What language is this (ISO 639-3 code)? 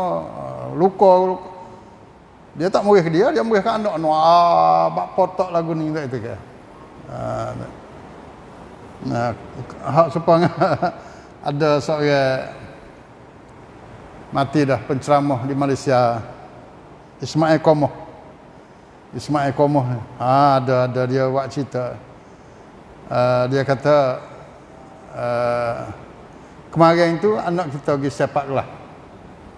msa